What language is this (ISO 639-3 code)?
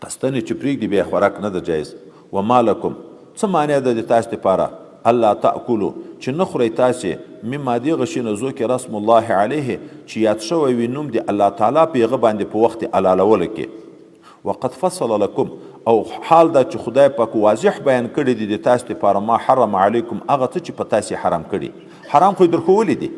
pus